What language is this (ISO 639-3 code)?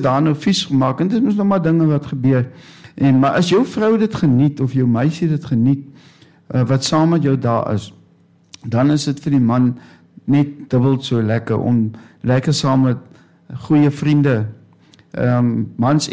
afr